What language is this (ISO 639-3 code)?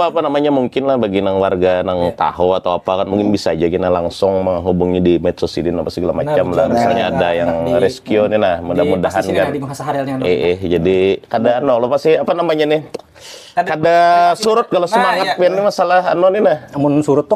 bjn